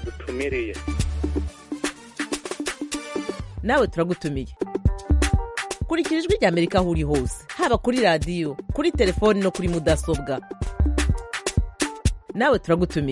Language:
Kinyarwanda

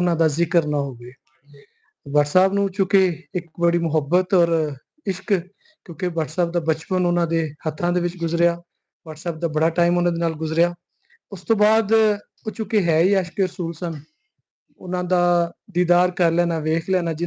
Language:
Western Panjabi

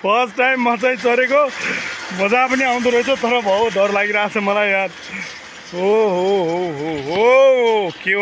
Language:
Nepali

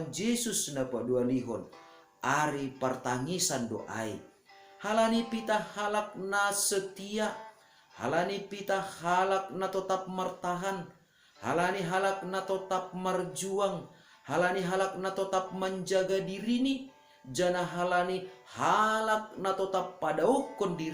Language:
Batak Simalungun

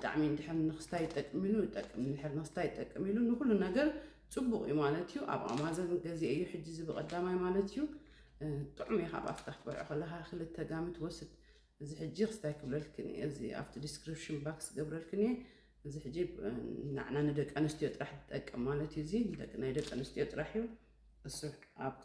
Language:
Tigrinya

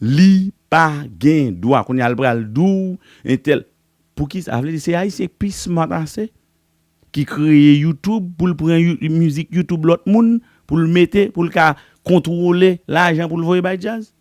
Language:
Haitian Creole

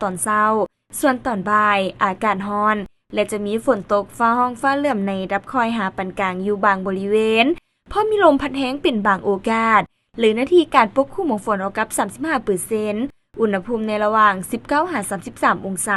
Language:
Lao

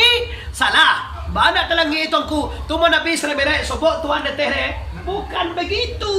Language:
Minangkabau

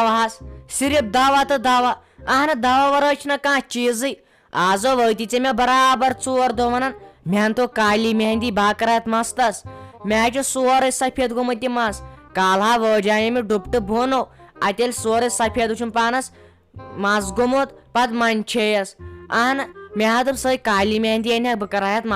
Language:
Kashmiri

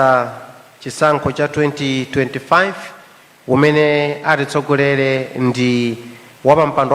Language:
Nyanja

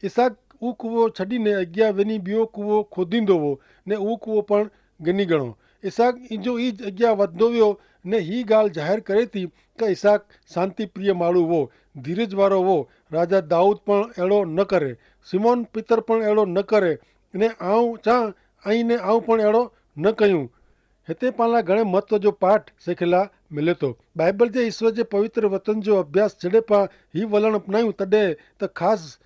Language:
Kachhi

